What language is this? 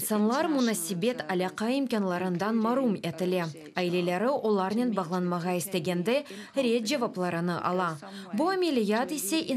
Crimean Tatar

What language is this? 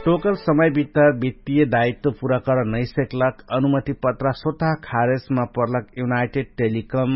Dangaura Tharu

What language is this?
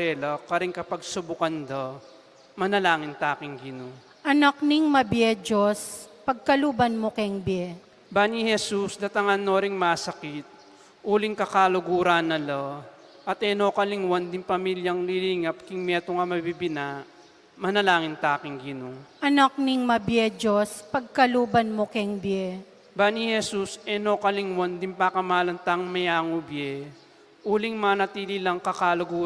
Pampanga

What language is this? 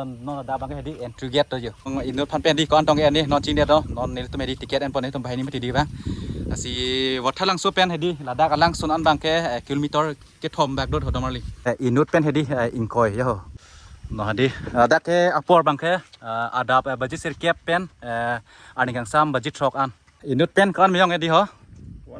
Karbi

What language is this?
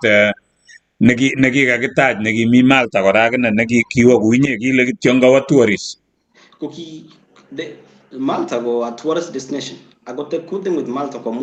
Kalenjin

